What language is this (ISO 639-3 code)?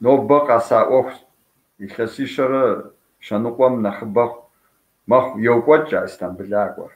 kbd